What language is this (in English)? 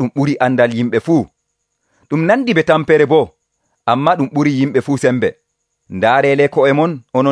Nigerian Fulfulde